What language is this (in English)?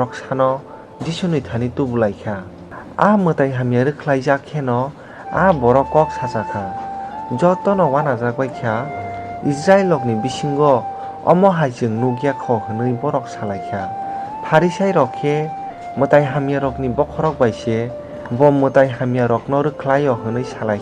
Kok Borok